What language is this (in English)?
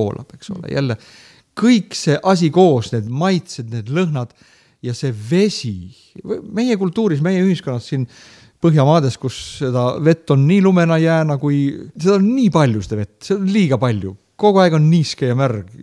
Estonian